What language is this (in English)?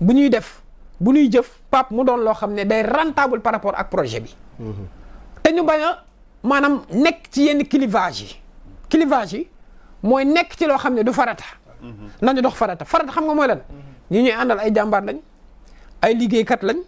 Wolof